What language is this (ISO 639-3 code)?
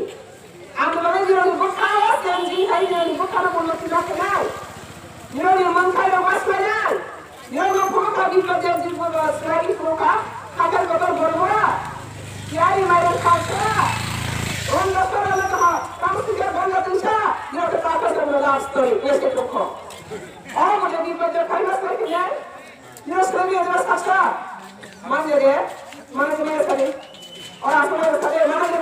ria